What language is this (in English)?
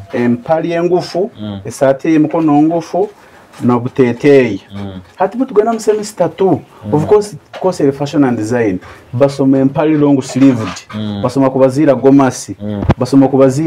Nyoro